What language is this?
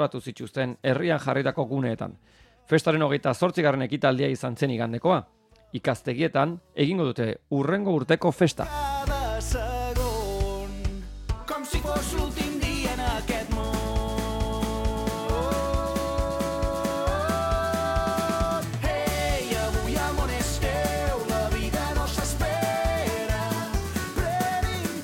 Basque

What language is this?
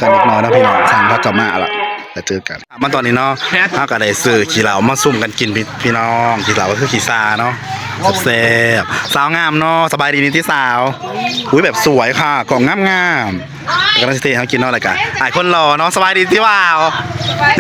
Northeastern Thai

